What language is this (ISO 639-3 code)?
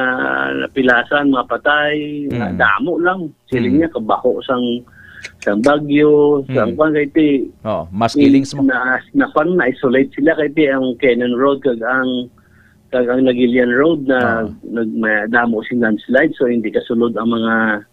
hil